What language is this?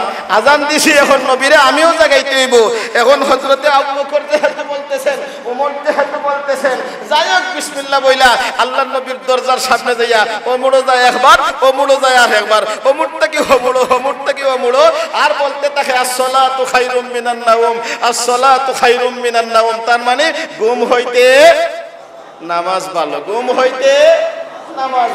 Sylheti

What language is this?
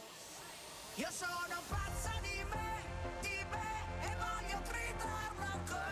Italian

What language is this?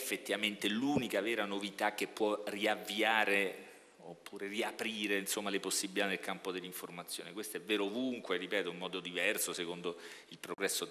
Italian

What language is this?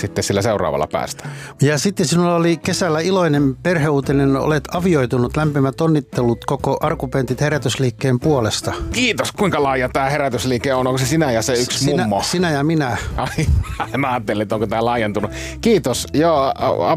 Finnish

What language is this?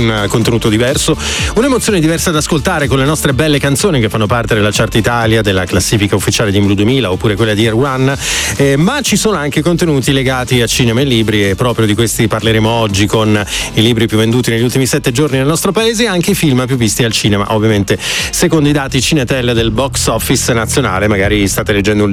Italian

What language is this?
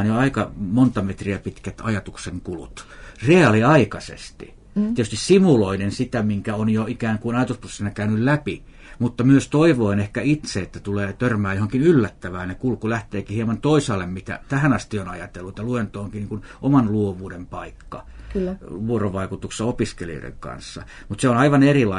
Finnish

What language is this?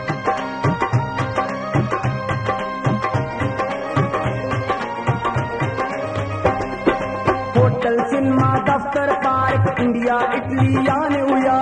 Punjabi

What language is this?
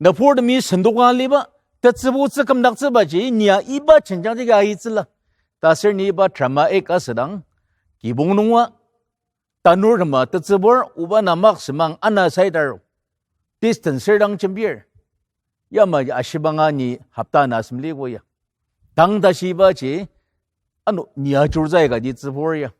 Ao Naga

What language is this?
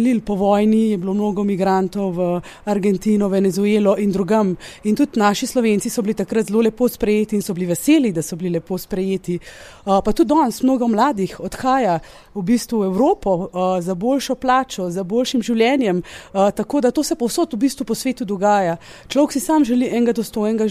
Slovenian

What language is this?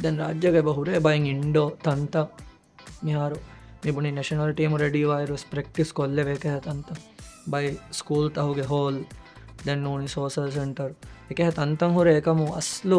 Divehi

